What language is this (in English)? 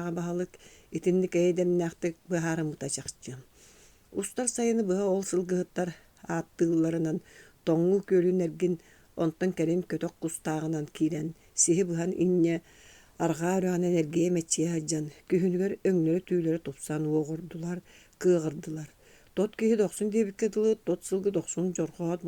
Yakut